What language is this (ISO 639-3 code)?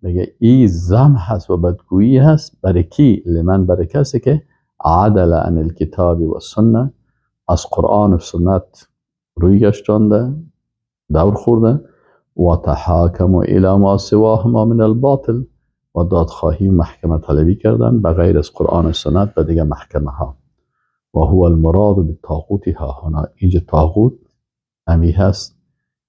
fas